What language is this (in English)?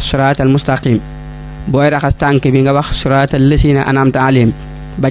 Wolof